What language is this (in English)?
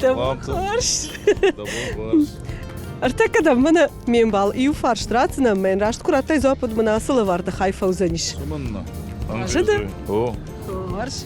Ossetic